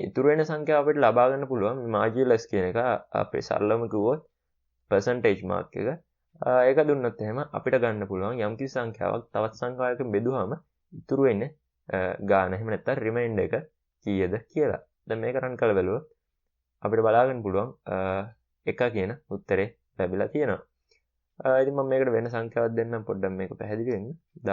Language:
Sinhala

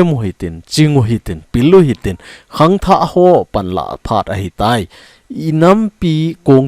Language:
Thado Chin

